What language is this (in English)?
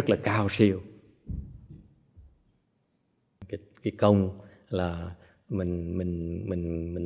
Vietnamese